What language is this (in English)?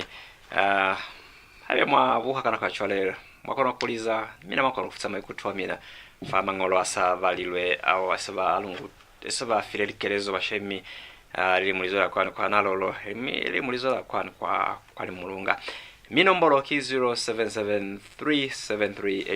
Lozi